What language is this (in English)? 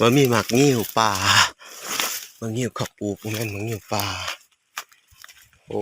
Lao